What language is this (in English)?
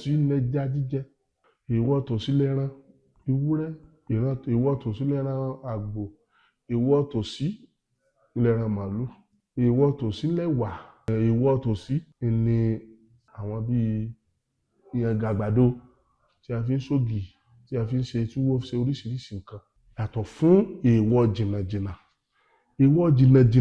Yoruba